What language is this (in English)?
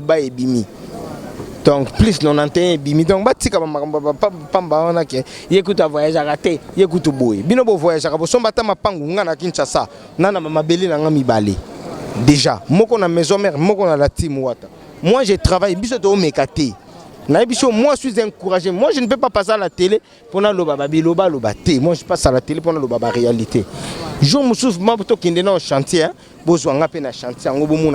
Lingala